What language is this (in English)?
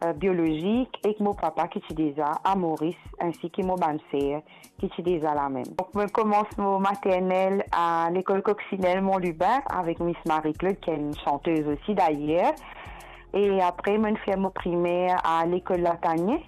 Morisyen